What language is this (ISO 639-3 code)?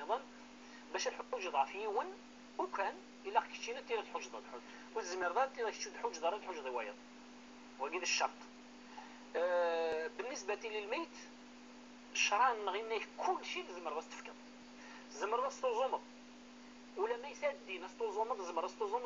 kab